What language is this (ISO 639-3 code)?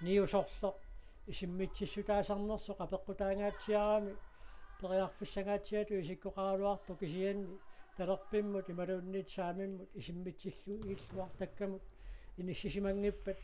kal